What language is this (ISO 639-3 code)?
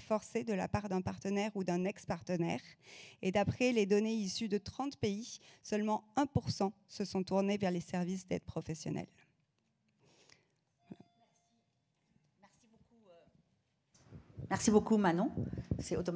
fra